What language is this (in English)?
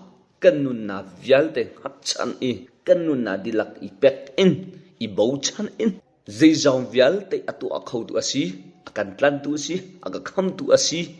Hakha Chin